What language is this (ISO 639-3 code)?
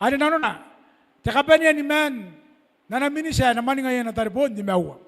gil